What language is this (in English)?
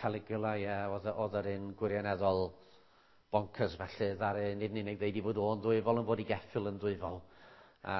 Welsh